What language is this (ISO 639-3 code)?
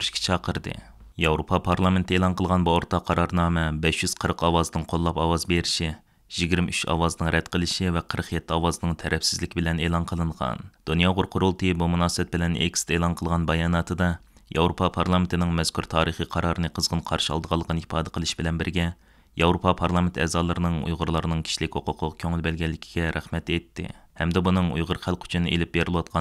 uig